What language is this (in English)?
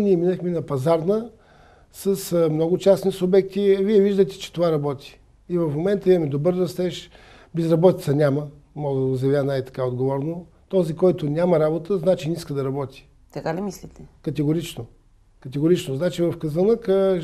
Bulgarian